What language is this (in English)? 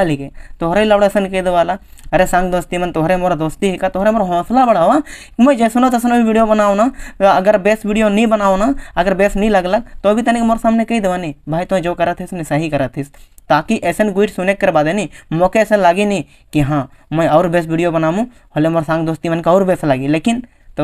Sadri